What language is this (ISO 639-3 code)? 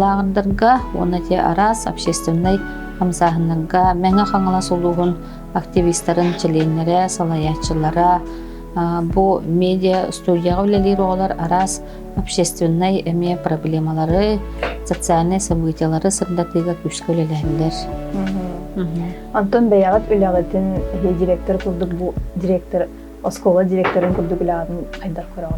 sah